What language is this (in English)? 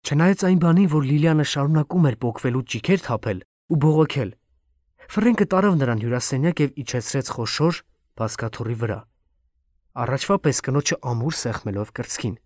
Armenian